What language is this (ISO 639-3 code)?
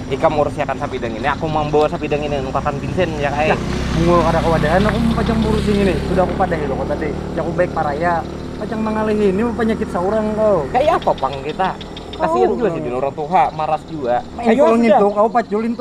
bjn